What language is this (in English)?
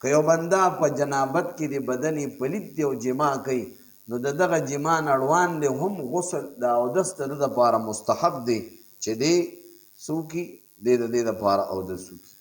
Pashto